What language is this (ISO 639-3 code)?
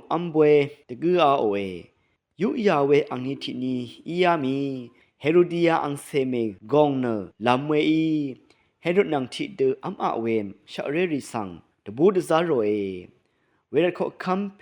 raw